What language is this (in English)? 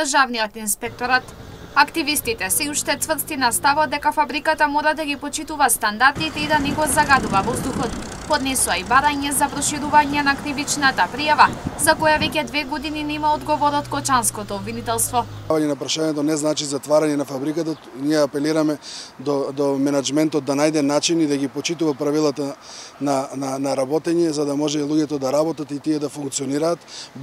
Macedonian